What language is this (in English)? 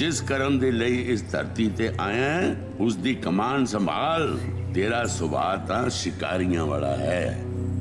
Punjabi